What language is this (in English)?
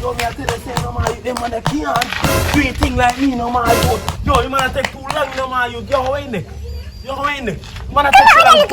Jamaican Creole English